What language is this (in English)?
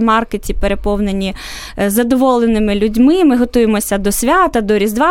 Ukrainian